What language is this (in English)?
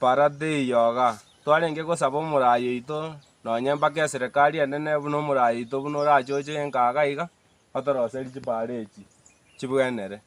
Gusii